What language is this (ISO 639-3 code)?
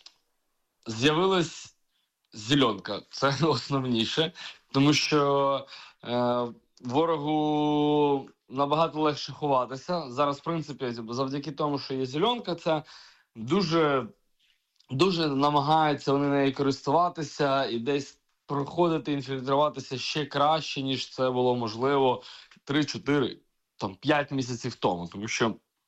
ukr